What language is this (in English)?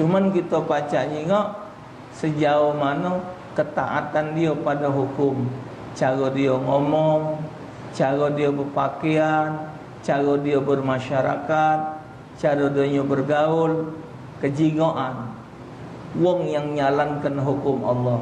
Musi